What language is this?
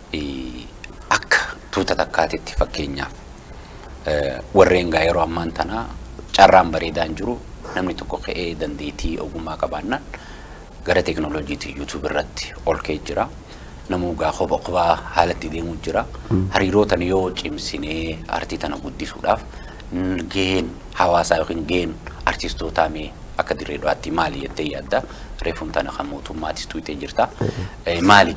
Oromo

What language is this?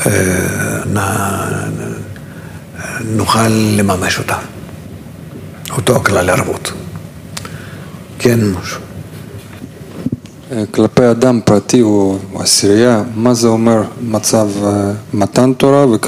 Hebrew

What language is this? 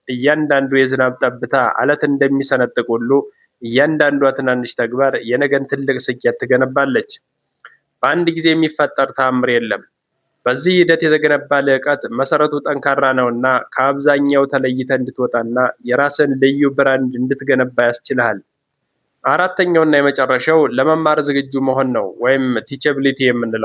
Amharic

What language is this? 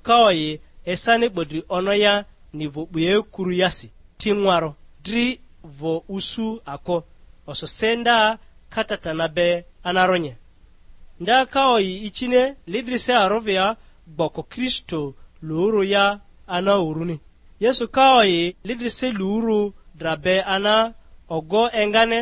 Lugbara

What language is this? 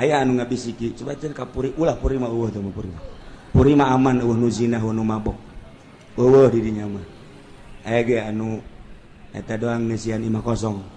Sundanese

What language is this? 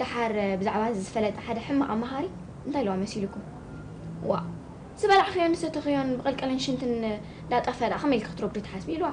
Tigrinya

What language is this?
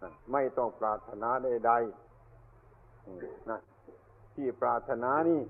Northeastern Thai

